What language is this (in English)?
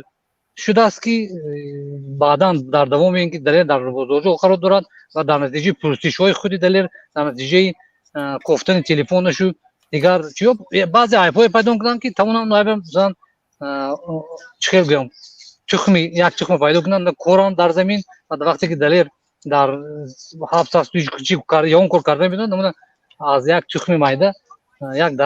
Tajik